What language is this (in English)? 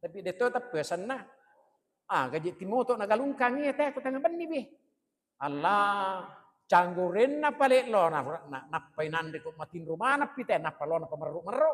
Buginese